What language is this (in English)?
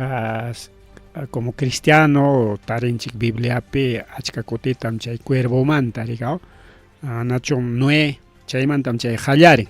Ayacucho Quechua